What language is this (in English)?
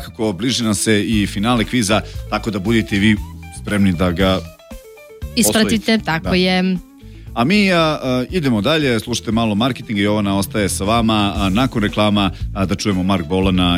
Serbian